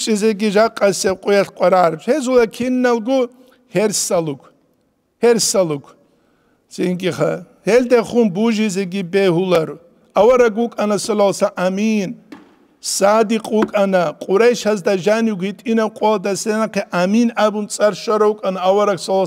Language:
Avaric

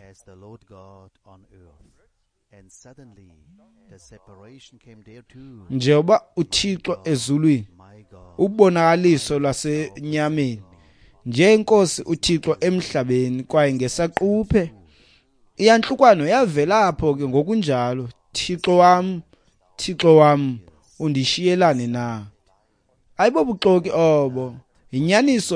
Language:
Xhosa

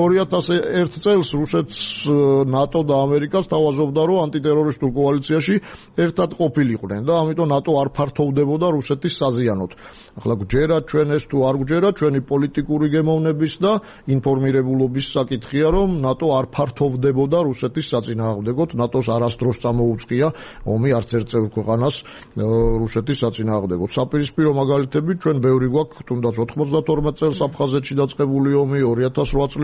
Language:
Georgian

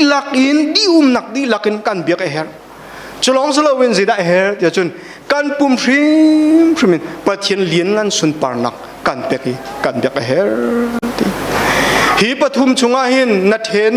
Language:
Hakha Chin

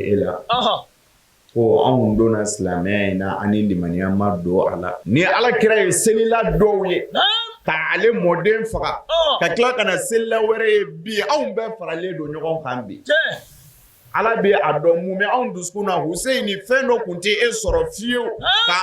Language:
Bambara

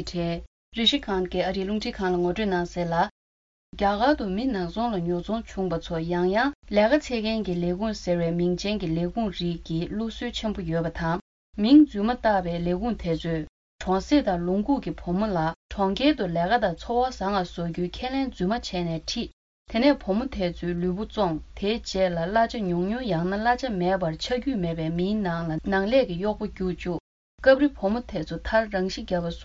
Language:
Tibetan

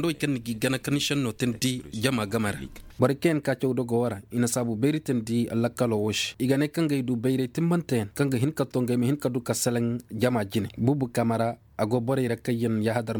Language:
Koyraboro Senni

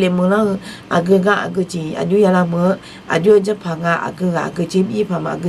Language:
Akha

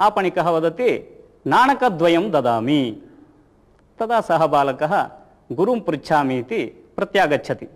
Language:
Sanskrit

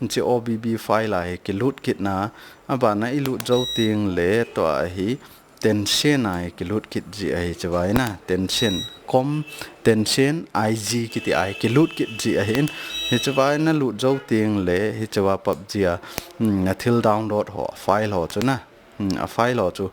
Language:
Thado Chin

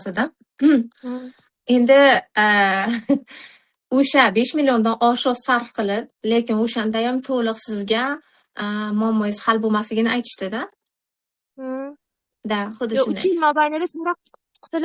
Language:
Uzbek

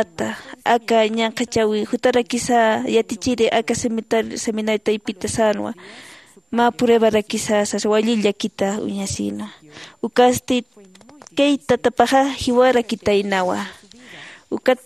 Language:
Aymara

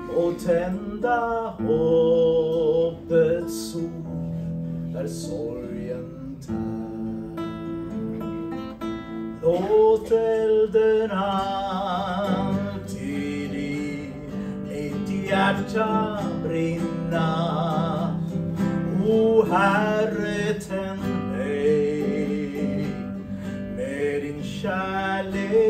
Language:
Swedish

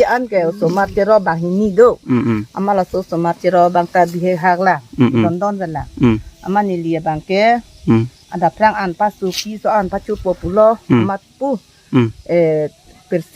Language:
Karbi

